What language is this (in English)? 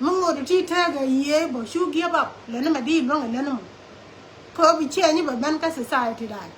Nuer